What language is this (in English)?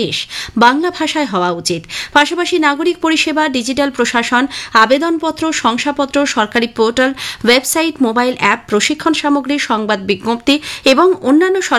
Bangla